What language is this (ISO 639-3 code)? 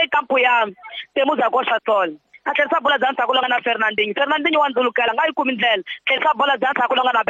tso